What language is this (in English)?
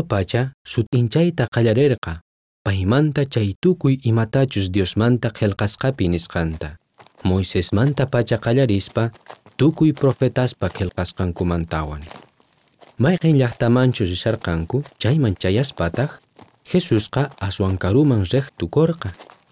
South Bolivian Quechua